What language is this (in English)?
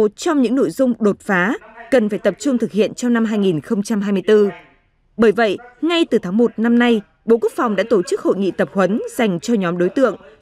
Vietnamese